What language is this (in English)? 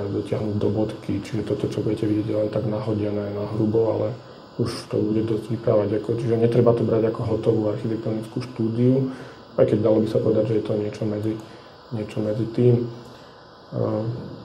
Slovak